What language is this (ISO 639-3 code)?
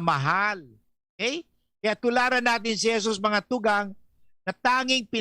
bik